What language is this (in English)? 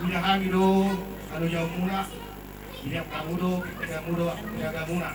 Batak Toba